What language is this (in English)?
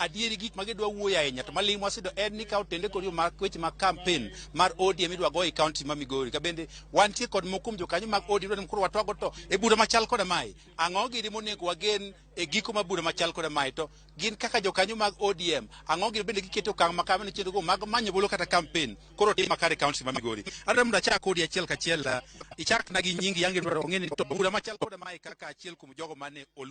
Luo (Kenya and Tanzania)